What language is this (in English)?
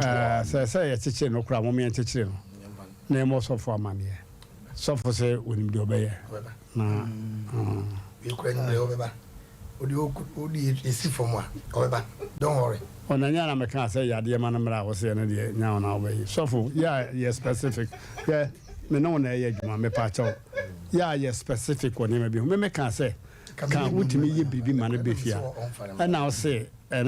Akan